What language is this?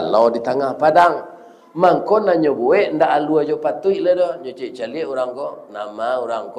Minangkabau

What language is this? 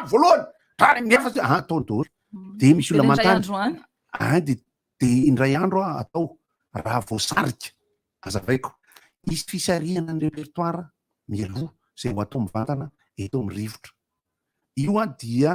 Malagasy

